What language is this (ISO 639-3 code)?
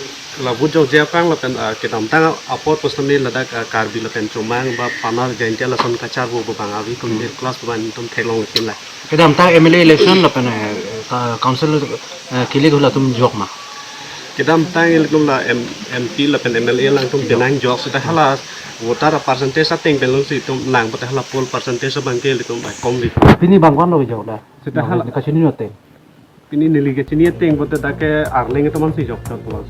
mjw